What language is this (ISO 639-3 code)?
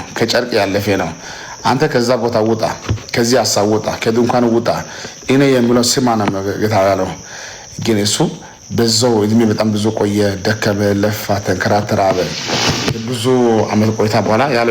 amh